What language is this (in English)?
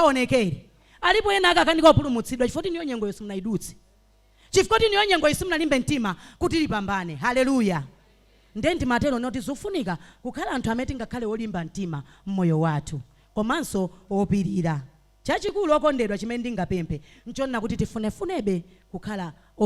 Nyanja